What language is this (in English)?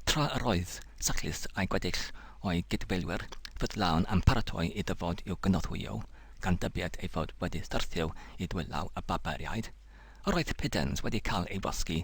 Welsh